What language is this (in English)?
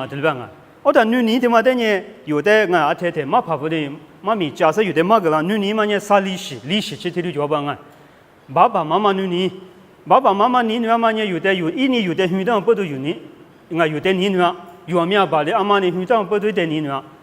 Lisu